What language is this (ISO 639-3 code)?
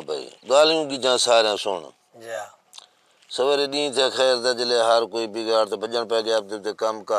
skr